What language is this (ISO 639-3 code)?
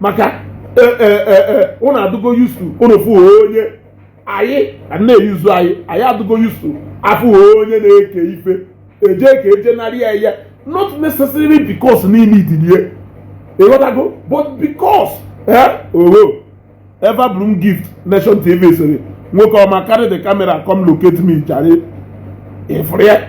ibo